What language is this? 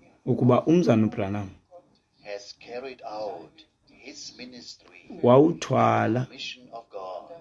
Xhosa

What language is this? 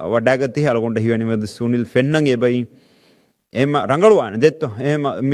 Divehi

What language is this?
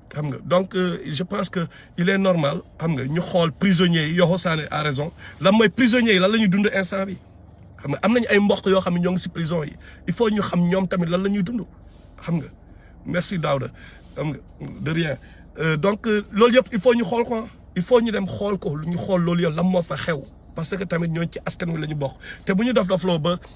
Wolof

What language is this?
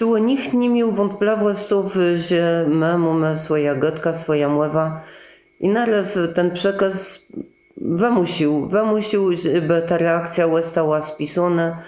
Kashubian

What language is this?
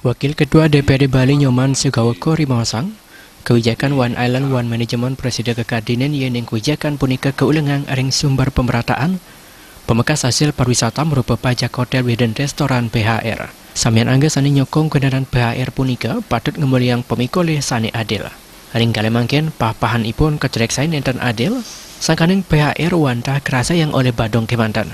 Balinese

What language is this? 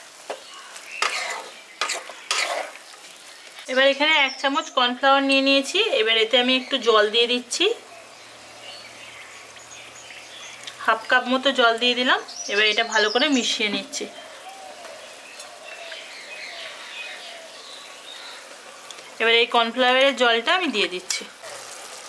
Bangla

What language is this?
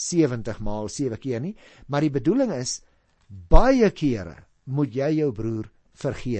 Afrikaans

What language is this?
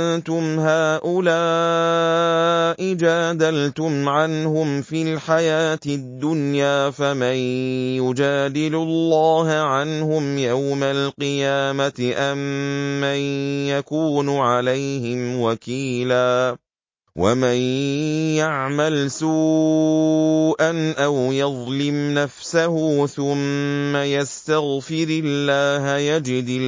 Arabic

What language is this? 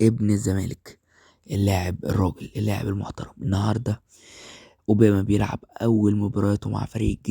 Egyptian Arabic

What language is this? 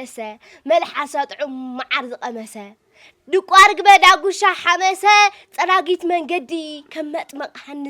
Tigrinya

